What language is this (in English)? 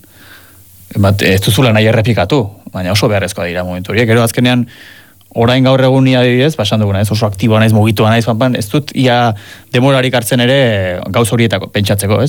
Basque